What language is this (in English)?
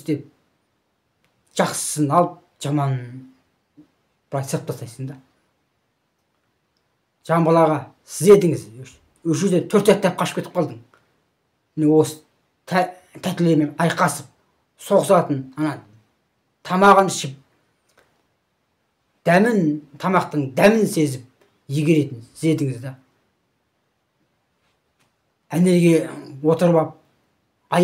Kazakh